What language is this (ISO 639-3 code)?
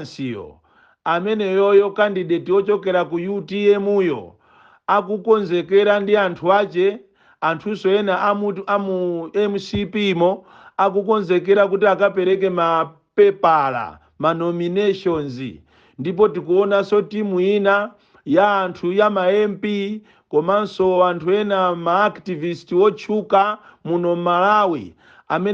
nya